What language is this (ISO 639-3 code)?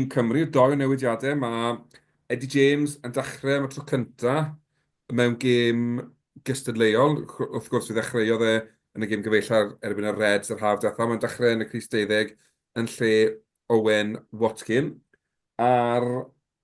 cym